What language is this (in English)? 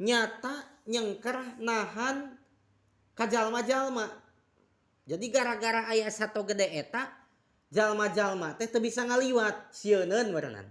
Sundanese